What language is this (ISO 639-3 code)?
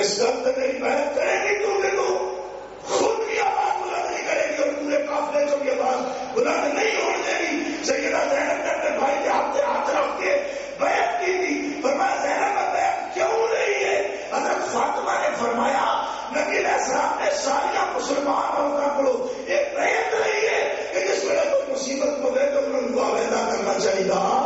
urd